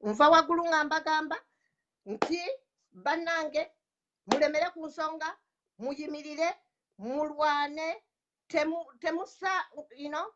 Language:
Ganda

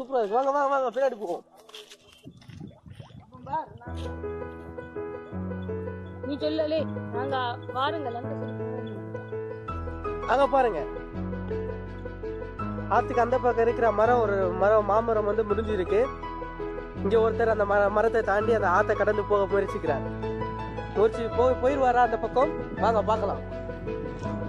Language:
Tamil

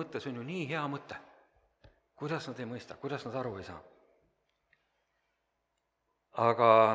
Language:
Estonian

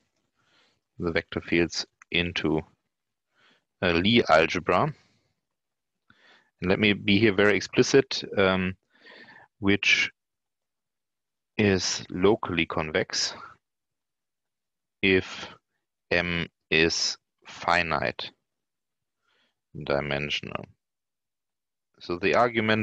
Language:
English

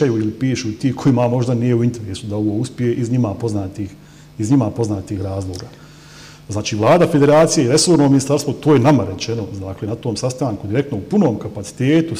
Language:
Bosnian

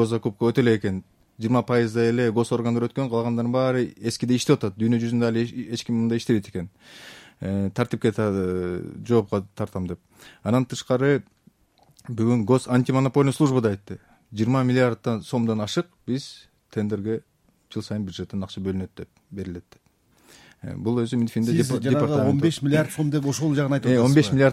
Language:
Kyrgyz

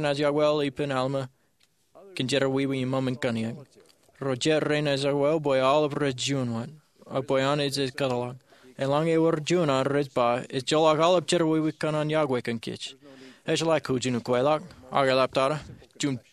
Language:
Marshallese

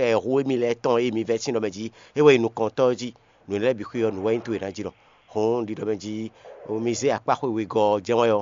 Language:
Fon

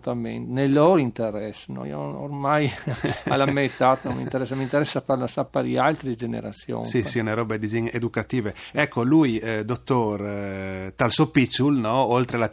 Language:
Friulian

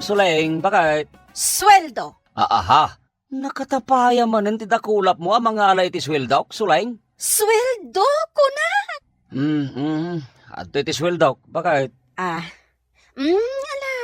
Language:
Iloko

